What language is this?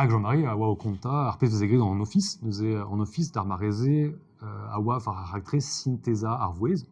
Breton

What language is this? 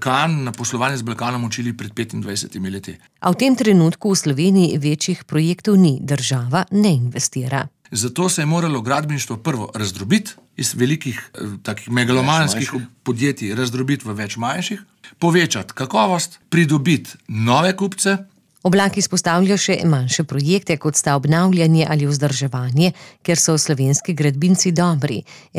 Slovenian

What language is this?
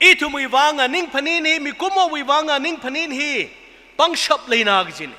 Tangkhul Naga (India)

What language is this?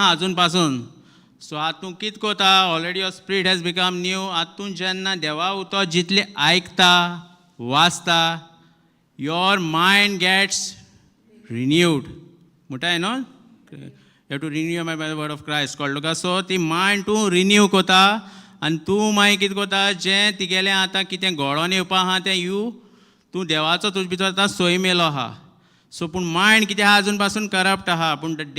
Konkani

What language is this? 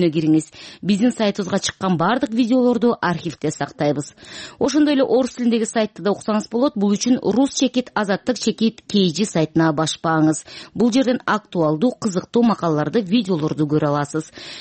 Kyrgyz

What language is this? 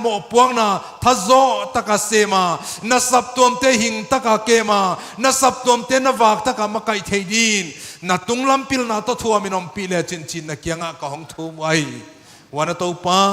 Paite Chin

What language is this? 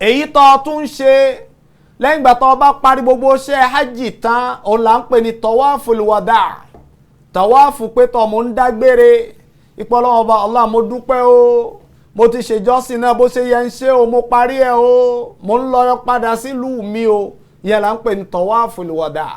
Yoruba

